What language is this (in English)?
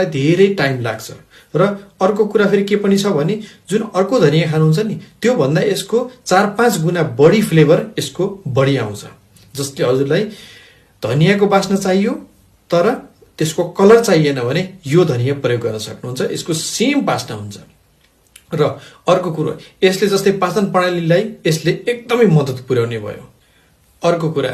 Nepali